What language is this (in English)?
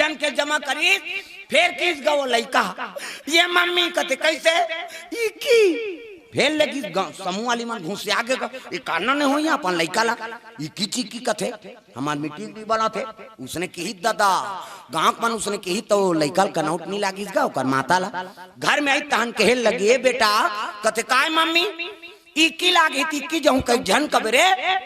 Chhattisgarhi